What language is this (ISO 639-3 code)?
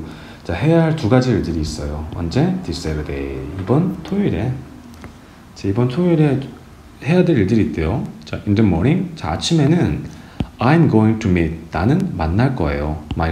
kor